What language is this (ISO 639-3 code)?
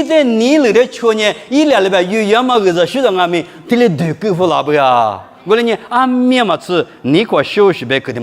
lis